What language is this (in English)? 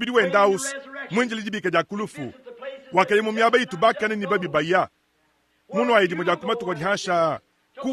Luba-Lulua